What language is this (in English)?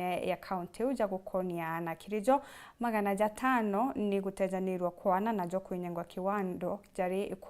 Meru